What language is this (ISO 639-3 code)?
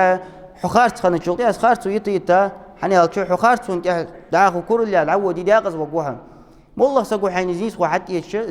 inh